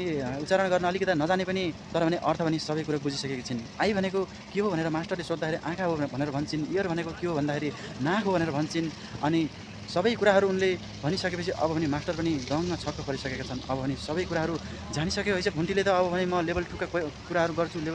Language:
Nepali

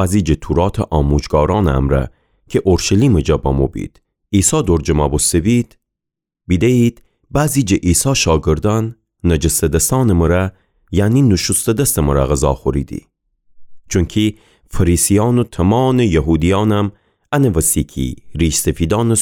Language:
Gilaki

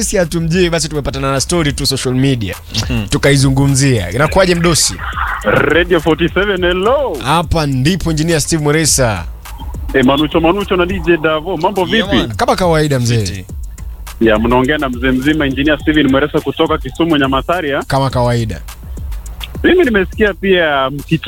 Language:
Swahili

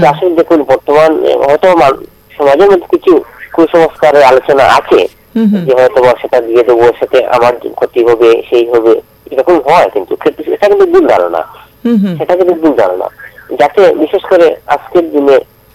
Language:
Bangla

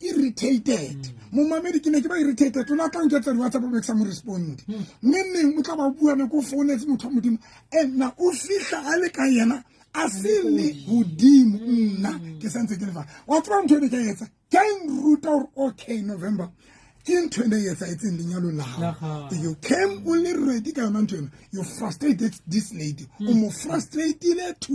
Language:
Southern Sotho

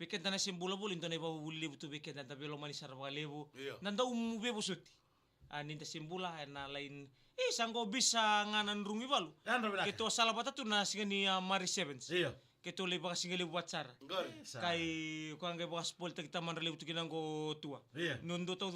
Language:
Fijian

